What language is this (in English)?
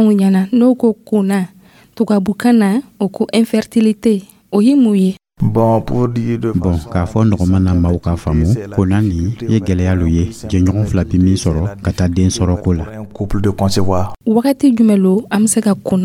Dyula